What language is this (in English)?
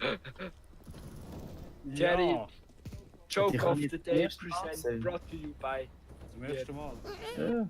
Swiss German